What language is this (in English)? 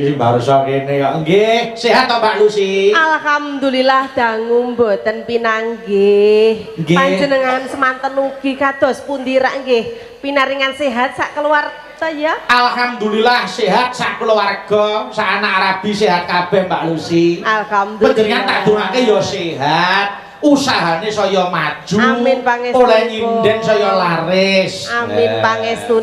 Javanese